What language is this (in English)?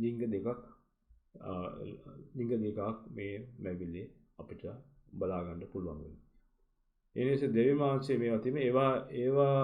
Sinhala